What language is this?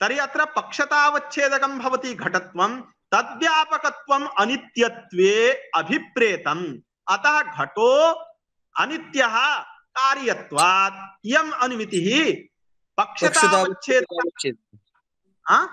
Sanskrit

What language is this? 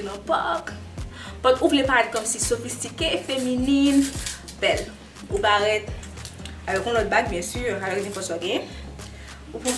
Haitian Creole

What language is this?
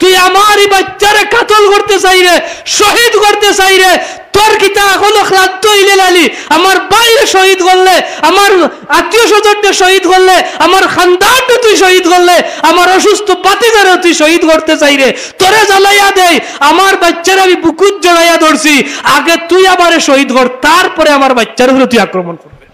Sylheti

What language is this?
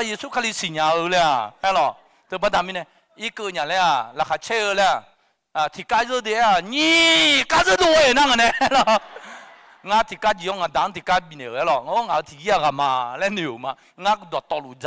Akha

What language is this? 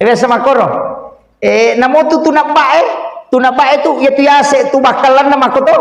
Buginese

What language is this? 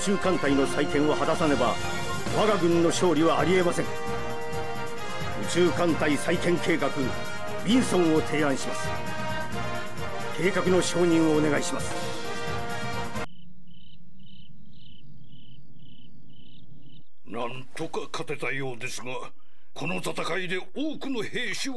Japanese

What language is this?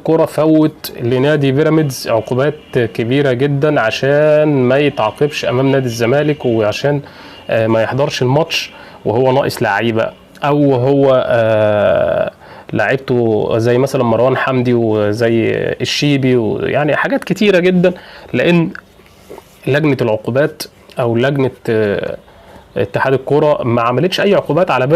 Egyptian Arabic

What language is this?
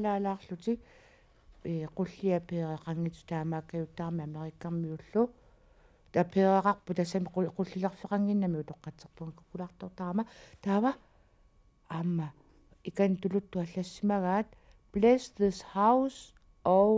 Kalaallisut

